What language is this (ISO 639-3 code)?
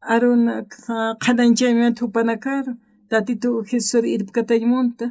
aym